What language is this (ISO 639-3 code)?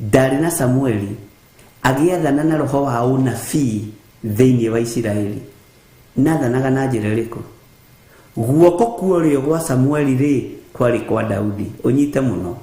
kik